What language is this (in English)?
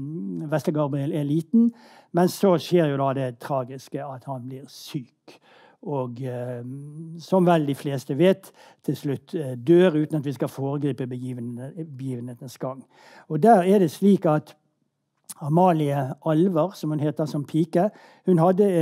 Norwegian